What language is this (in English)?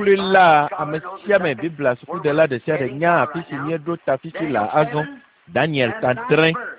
Ewe